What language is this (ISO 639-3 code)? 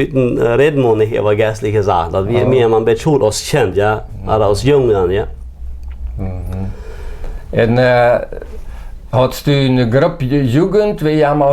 pdt